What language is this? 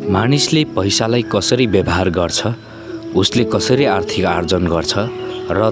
Nepali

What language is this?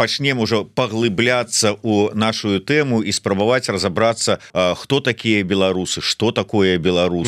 Belarusian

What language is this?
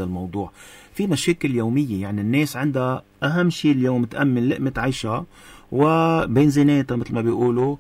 North Levantine Arabic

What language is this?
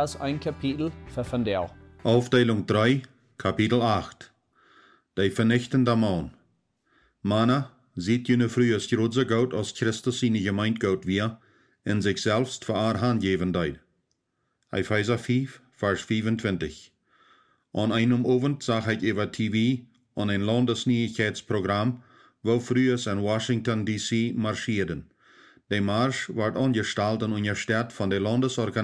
Plautdietsch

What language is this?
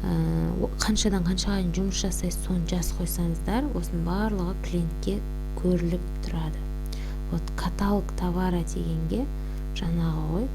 Kazakh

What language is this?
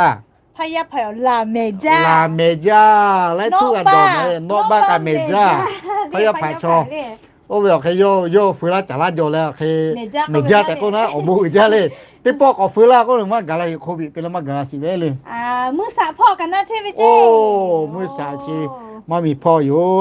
Lahu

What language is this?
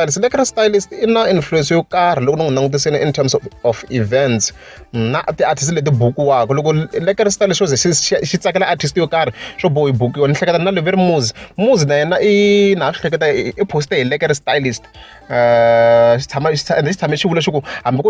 Tsonga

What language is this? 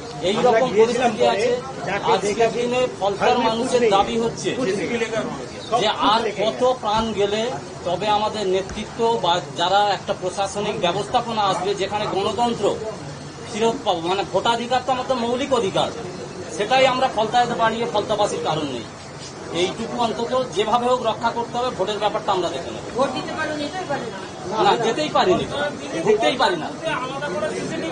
Bangla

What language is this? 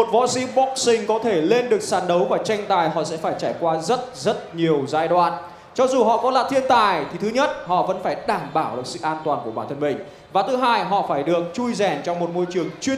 Vietnamese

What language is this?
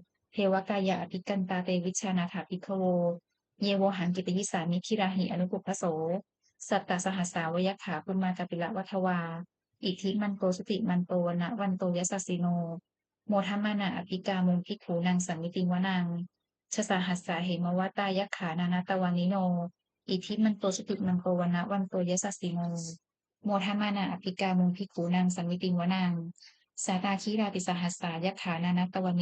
Pali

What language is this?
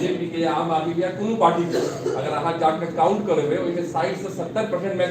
Maithili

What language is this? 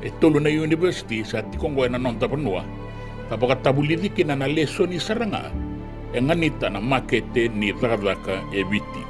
Fijian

